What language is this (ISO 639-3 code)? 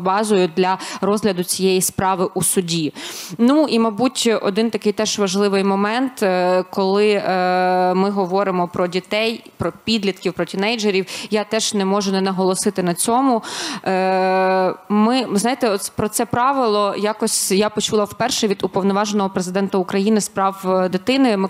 ukr